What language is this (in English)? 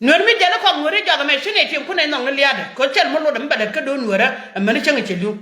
Nuer